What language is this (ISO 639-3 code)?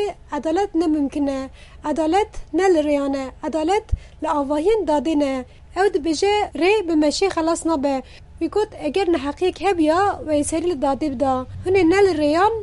kur